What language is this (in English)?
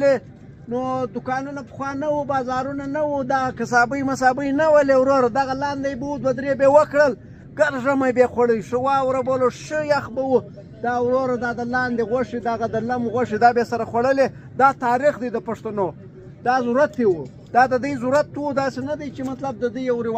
Pashto